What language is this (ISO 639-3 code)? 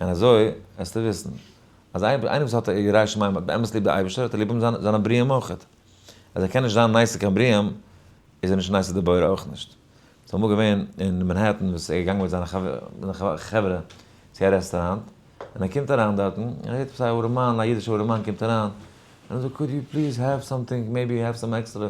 yid